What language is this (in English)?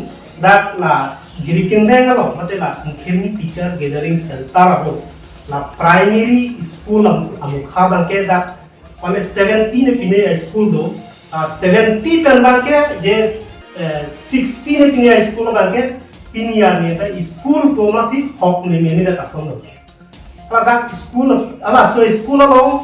Karbi